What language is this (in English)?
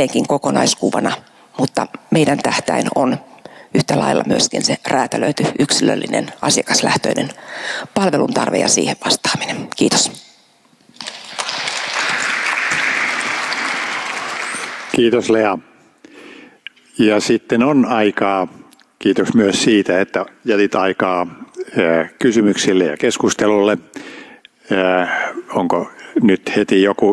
Finnish